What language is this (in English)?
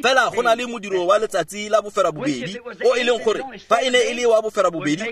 Tswana